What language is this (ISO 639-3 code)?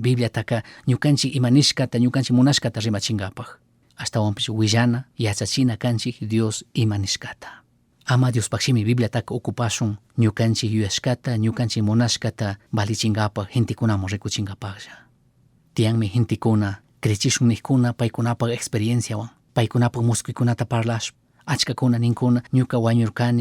qug